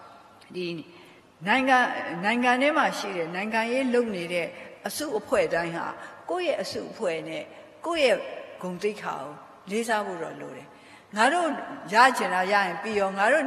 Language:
Burmese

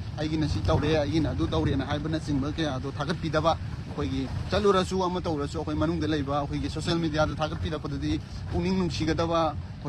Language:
Manipuri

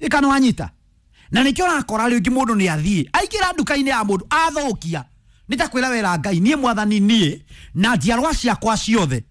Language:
Kikuyu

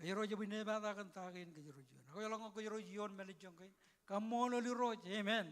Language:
Marshallese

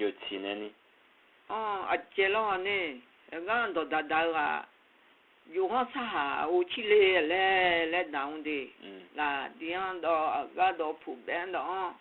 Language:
Akha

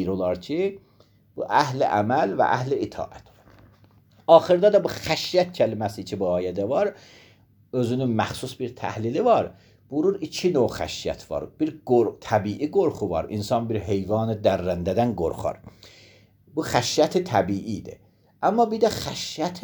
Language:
Azerbaijani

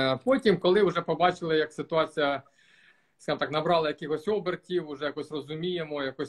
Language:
Ukrainian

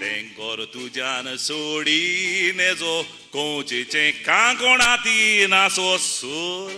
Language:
Konkani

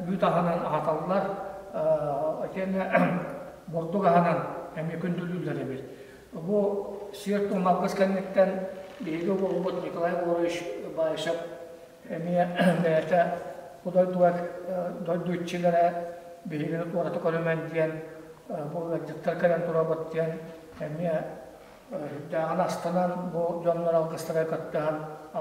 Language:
Yakut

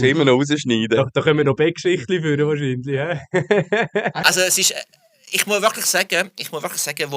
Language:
Swiss German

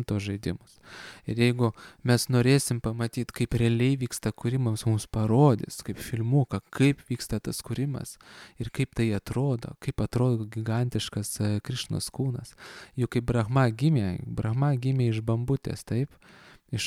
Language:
Lithuanian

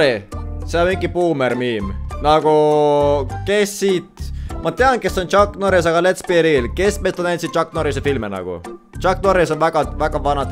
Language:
Estonian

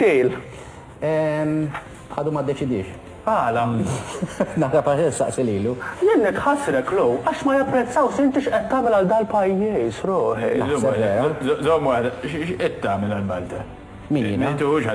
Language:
Maltese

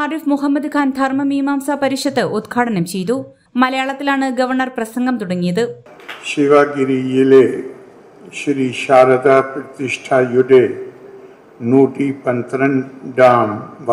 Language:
Malayalam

